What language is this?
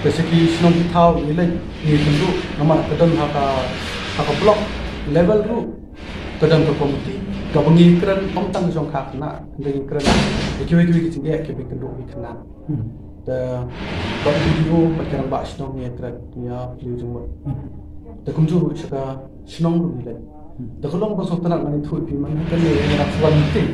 Khasi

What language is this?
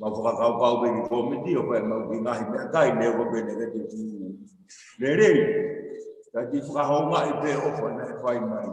Tongan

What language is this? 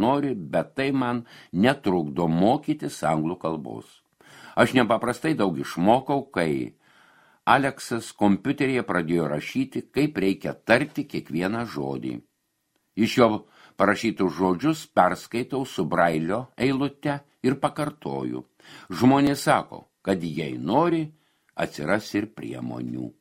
Lithuanian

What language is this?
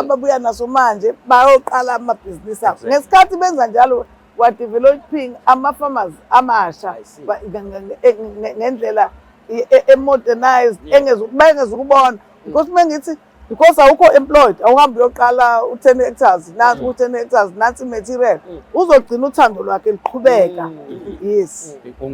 Zulu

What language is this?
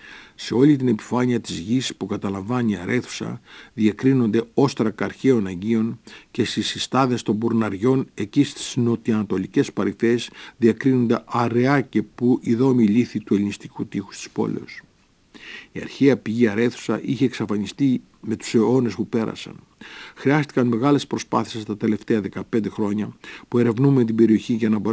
Greek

